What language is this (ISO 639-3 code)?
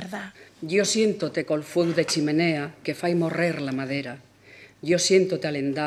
ast